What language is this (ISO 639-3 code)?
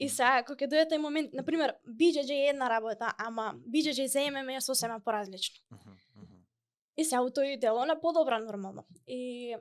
mkd